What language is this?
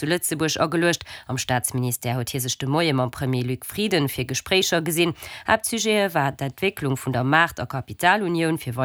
Luxembourgish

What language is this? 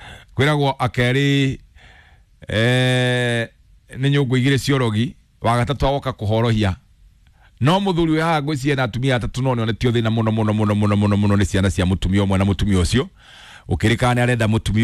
Kikuyu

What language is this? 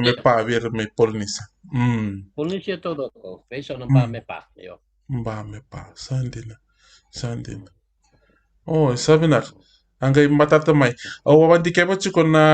Fijian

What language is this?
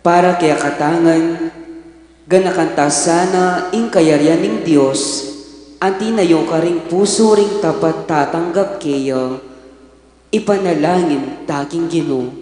Pampanga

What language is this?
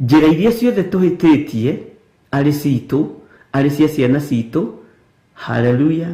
Kikuyu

